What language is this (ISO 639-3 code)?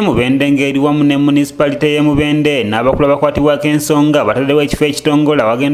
lug